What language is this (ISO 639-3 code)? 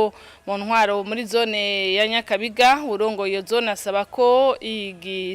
run